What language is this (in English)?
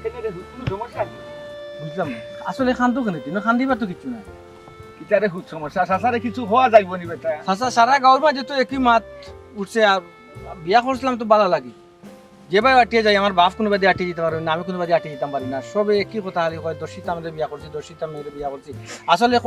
Sylheti